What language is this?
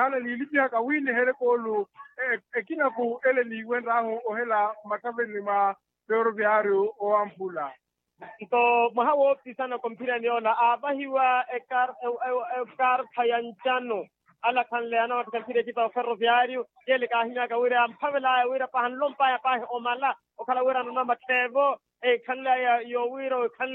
Makhuwa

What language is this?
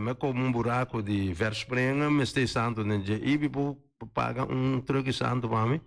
Papiamento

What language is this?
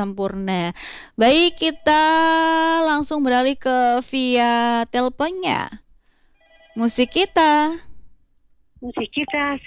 Indonesian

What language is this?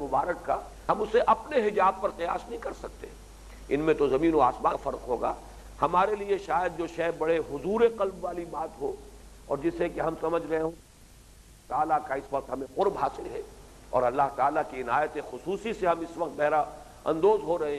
Urdu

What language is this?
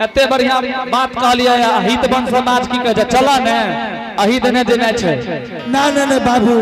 Angika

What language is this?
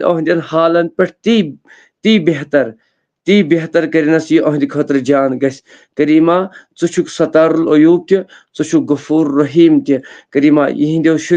Kashmiri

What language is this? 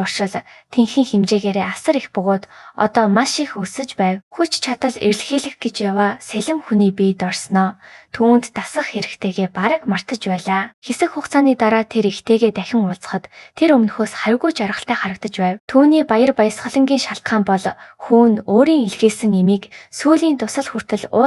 Mongolian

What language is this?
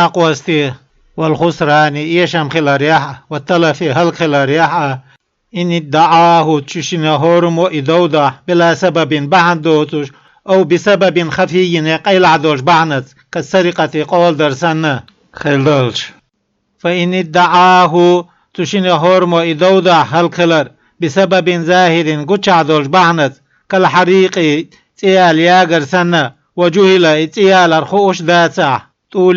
Chechen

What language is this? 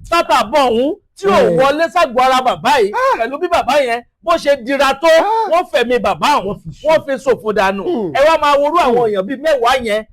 Yoruba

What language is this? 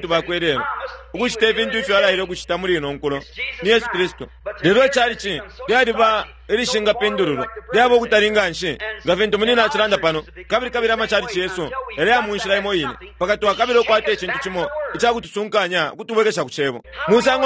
Bemba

